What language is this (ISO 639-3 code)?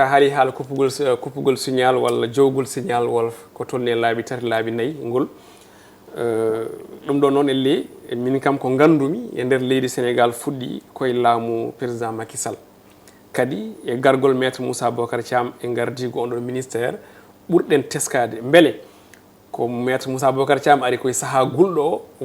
ful